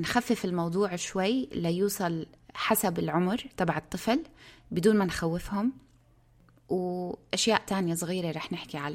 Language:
North Levantine Arabic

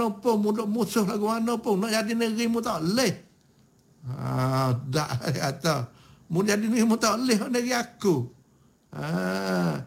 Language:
Malay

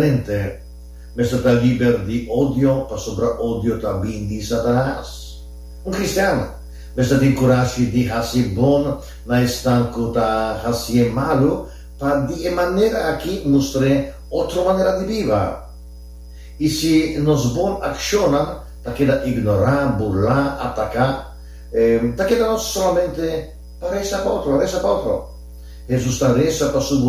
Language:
Papiamento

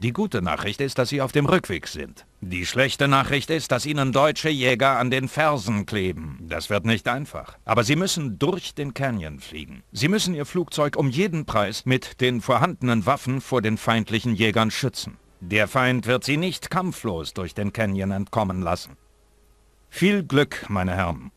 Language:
Bavarian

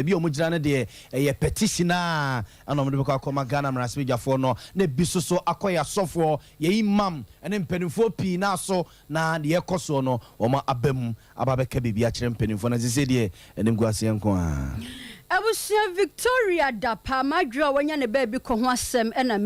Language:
Akan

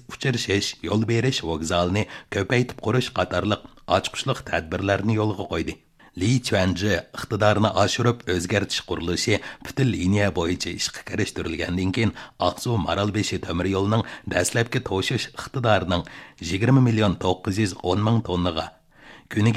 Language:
Uyghur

